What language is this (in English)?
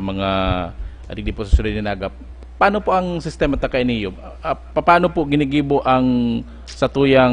Bikol